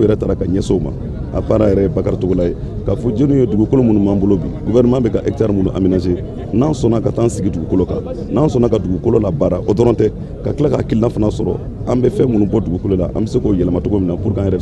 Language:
Bambara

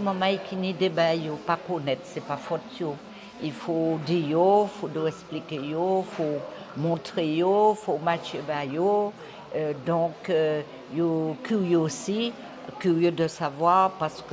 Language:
Guadeloupean Creole French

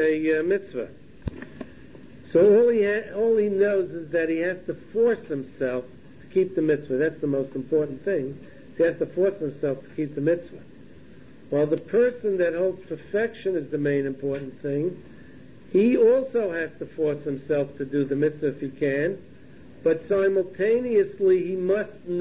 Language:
English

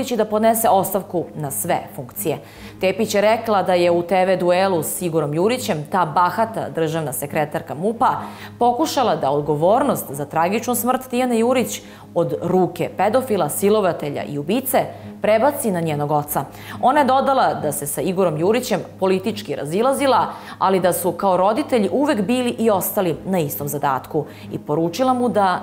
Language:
Serbian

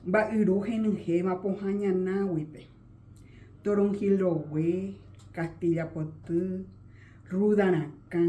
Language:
Guarani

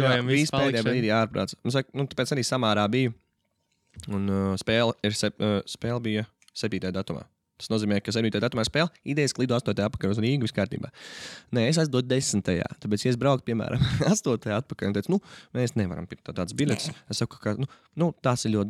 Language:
Latvian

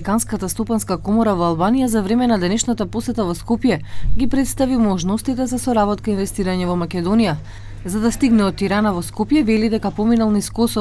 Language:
Macedonian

